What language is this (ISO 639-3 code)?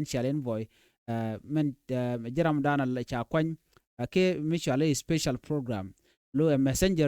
nus